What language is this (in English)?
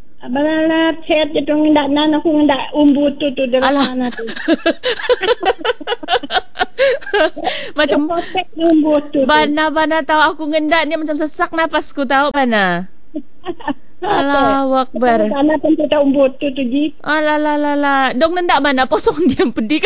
Malay